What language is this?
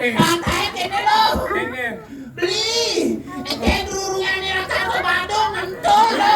Balinese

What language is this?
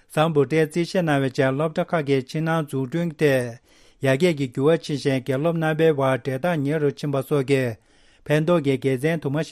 Tibetan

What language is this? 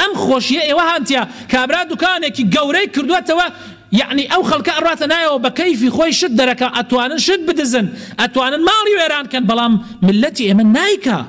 Central Kurdish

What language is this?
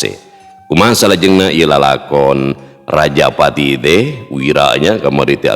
Sundanese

